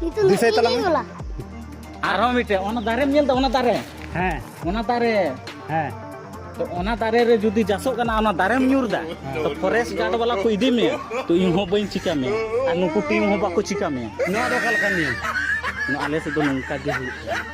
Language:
Santali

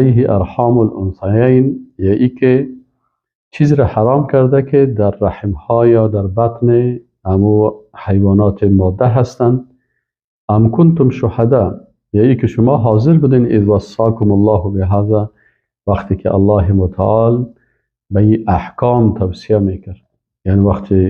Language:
Persian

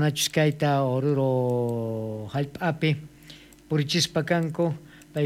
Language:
South Bolivian Quechua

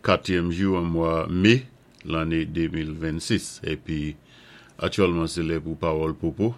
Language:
Saint Lucian Creole French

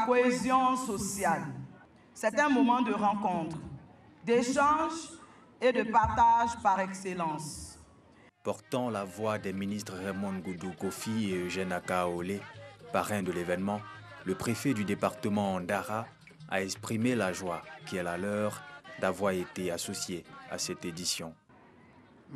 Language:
French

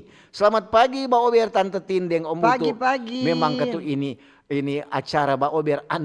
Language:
Manado Malay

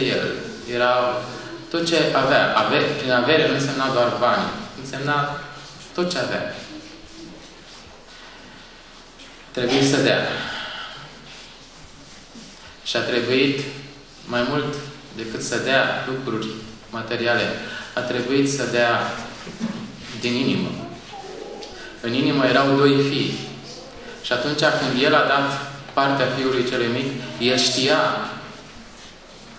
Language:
Romanian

